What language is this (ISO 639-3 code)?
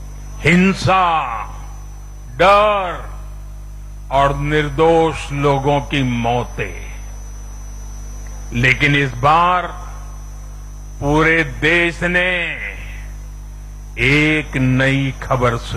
hin